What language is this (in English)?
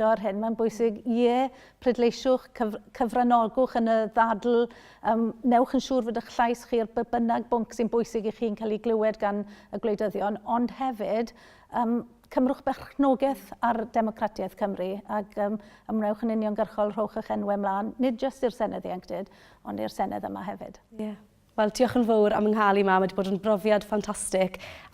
Welsh